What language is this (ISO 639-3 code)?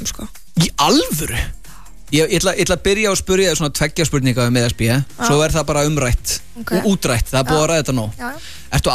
isl